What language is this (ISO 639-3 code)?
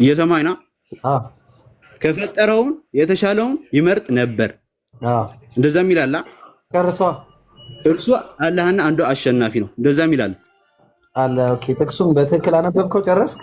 amh